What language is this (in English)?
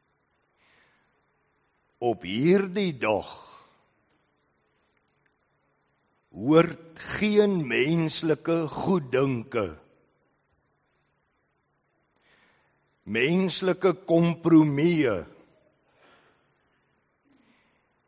Afrikaans